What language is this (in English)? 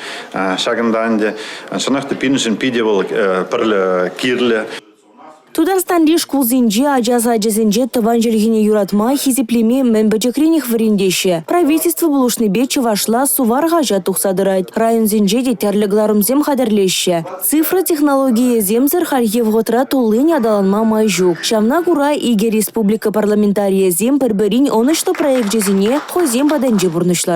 Chuvash